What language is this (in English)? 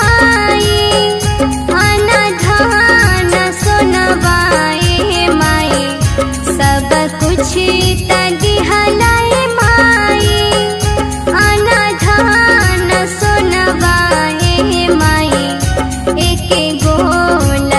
Bhojpuri